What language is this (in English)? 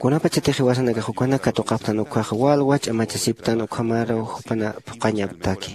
Aymara